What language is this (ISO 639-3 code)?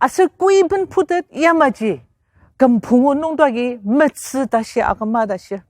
njo